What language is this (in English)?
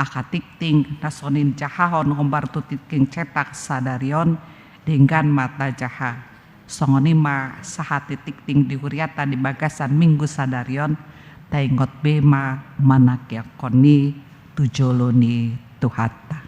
Batak Toba